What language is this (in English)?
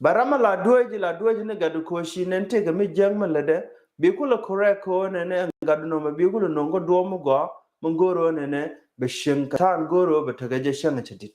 Nuer